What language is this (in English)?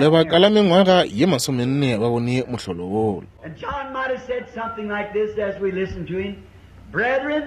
Northern Sotho